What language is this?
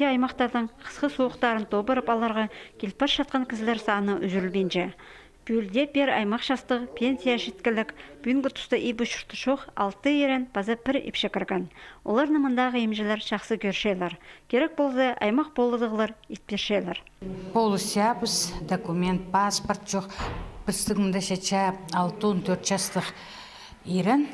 Khakas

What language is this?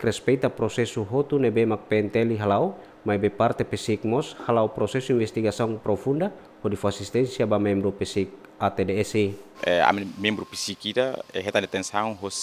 Tetum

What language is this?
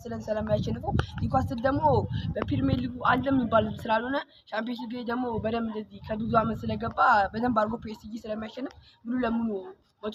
Amharic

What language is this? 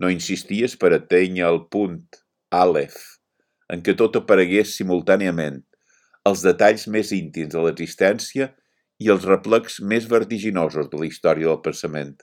Catalan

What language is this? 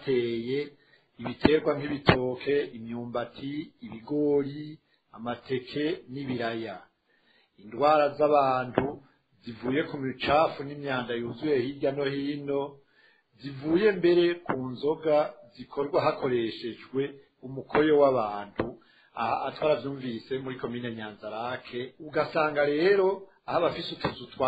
Rundi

